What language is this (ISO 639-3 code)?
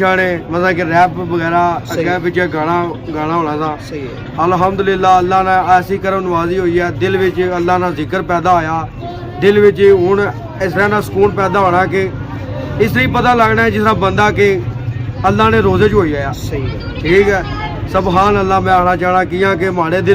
phr